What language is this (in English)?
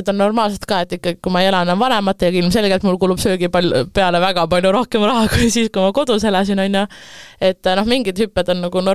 Estonian